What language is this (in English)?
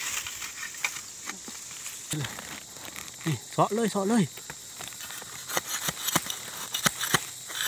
Thai